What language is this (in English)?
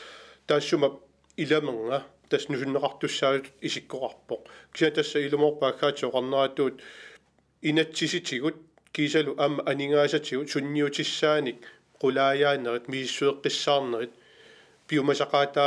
Kalaallisut